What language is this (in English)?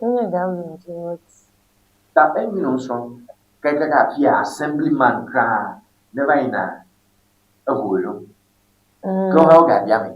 Ewe